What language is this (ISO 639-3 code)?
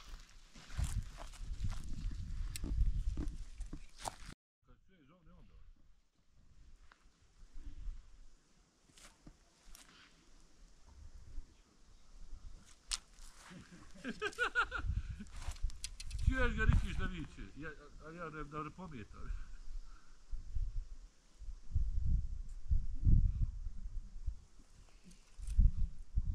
bos